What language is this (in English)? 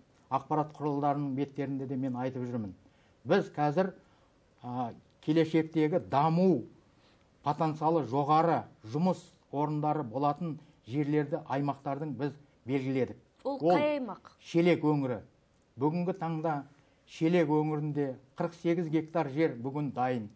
Kazakh